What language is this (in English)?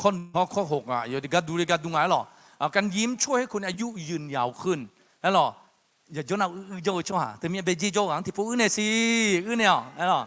Akha